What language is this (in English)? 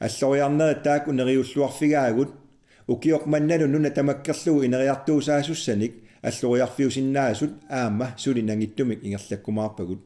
Kalaallisut